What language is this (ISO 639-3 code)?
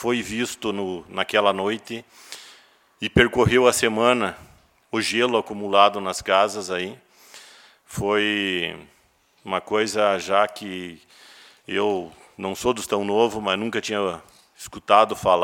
por